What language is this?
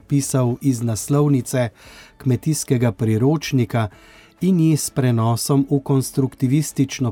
Slovenian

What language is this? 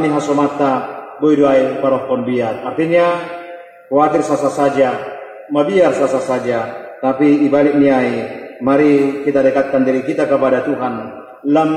Batak Simalungun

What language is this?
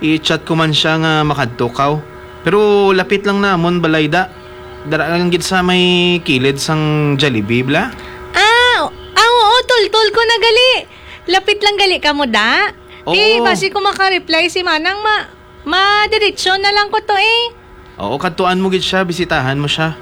Hiligaynon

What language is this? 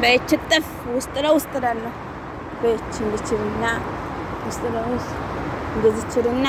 Amharic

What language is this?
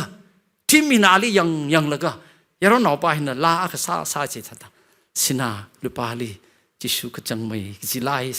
Tangkhul Naga (India)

